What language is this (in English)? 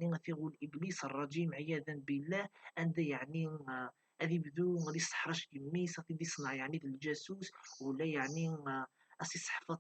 Kabyle